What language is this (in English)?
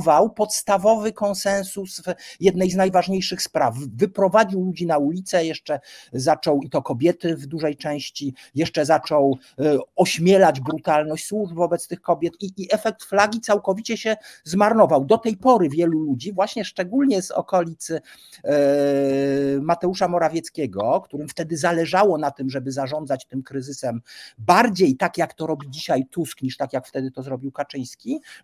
Polish